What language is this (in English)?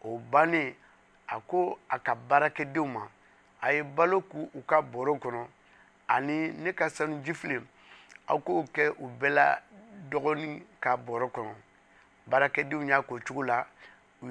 Bambara